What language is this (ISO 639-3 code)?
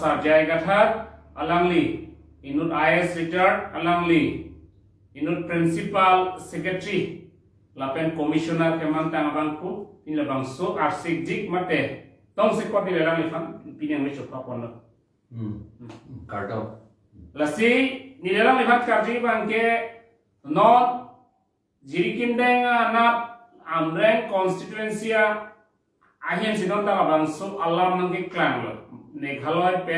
mjw